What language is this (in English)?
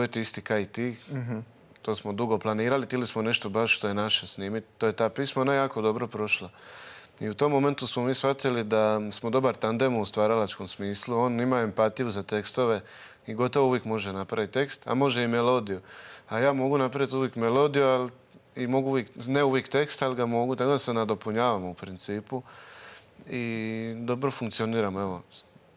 Croatian